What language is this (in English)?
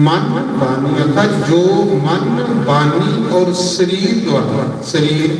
Dogri